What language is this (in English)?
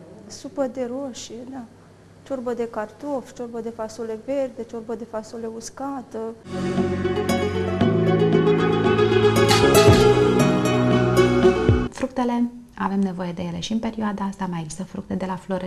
Romanian